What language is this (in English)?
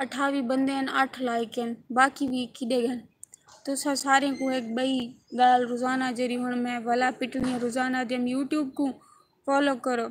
Saraiki